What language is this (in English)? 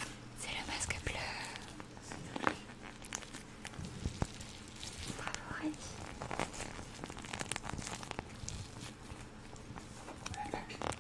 French